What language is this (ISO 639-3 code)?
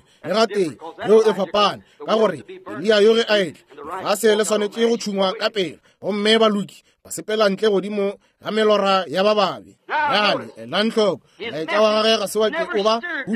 nso